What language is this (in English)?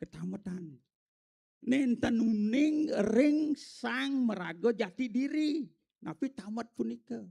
Balinese